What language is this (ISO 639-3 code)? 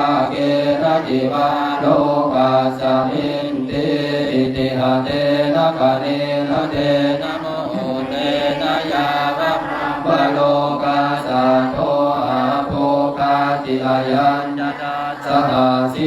pli